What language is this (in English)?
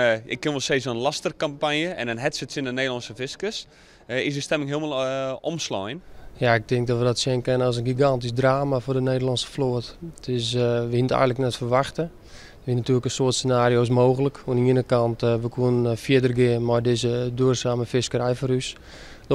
Western Frisian